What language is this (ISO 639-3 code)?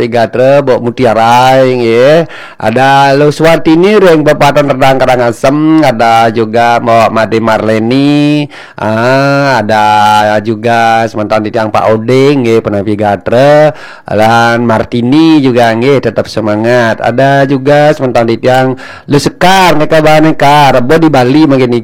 ban